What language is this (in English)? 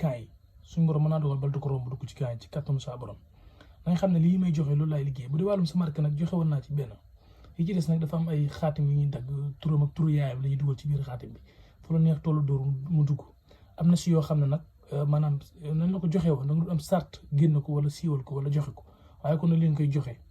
Wolof